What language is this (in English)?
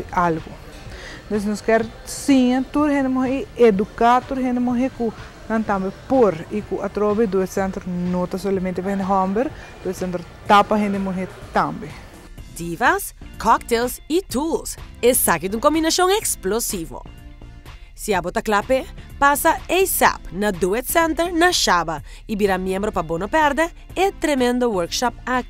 Papiamento